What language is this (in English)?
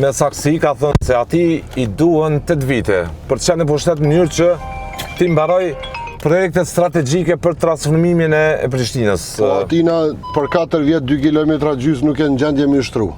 Albanian